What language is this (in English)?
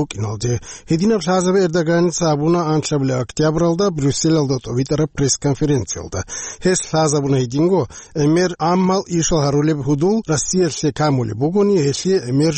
Avaric